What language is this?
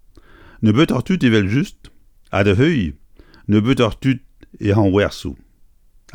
Breton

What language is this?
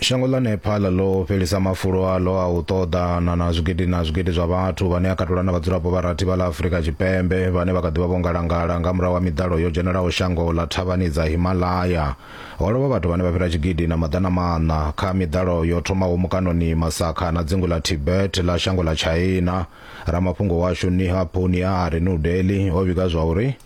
Venda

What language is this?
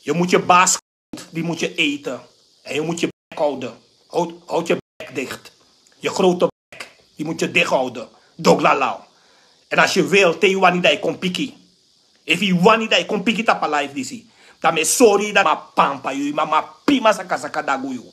Sranan Tongo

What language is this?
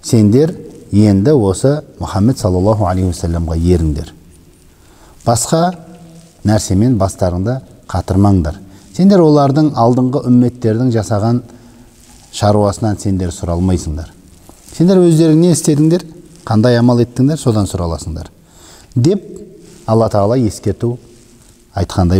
Kazakh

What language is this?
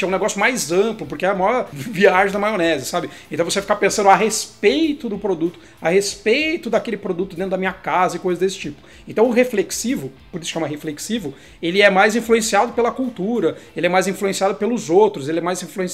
Portuguese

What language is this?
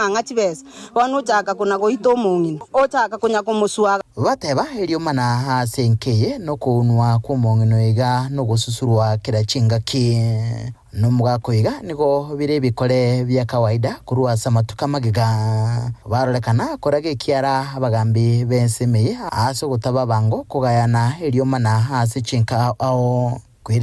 Gusii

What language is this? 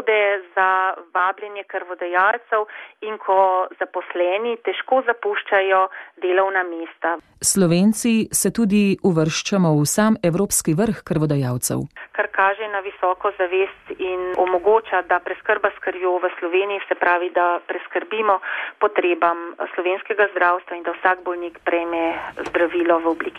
Slovenian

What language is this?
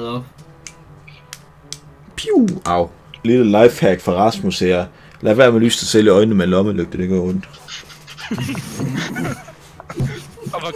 Danish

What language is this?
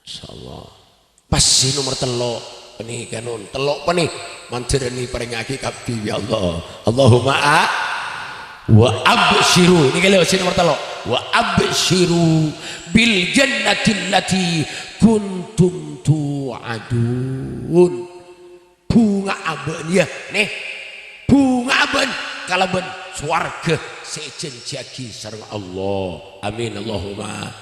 Madurese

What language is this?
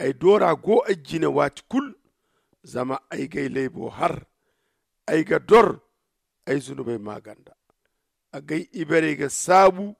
Zarma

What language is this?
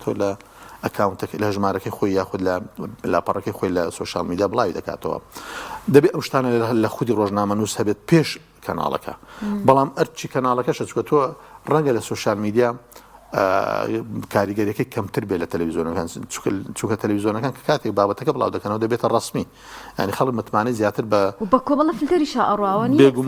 Central Kurdish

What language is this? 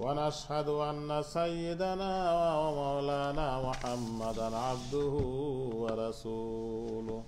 Sylheti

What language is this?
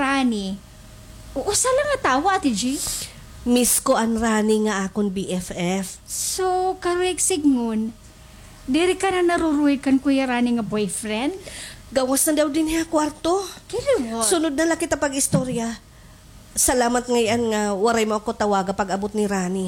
Waray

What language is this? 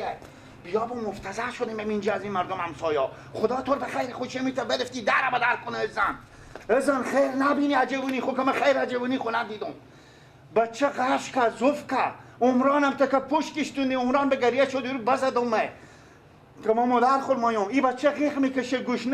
Persian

